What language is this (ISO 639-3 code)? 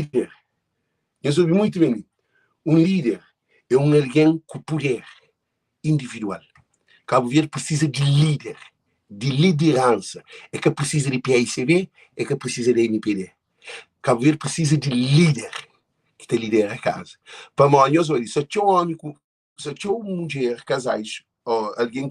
kea